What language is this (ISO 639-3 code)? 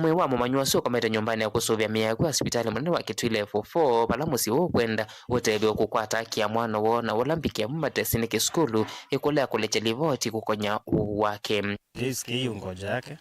kam